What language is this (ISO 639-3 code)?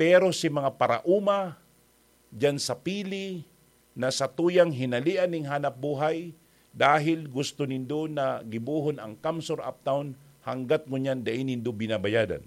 bik